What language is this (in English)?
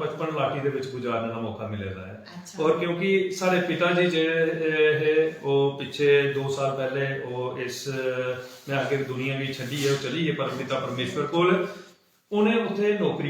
Dogri